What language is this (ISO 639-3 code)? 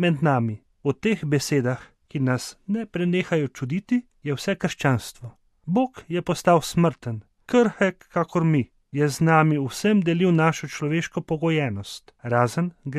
slv